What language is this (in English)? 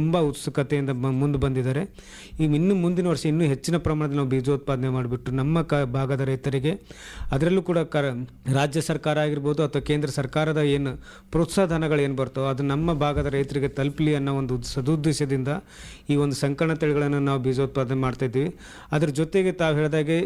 Kannada